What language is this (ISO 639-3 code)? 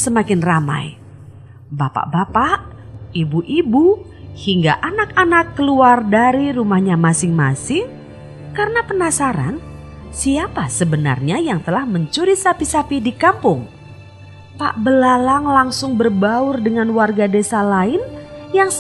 ind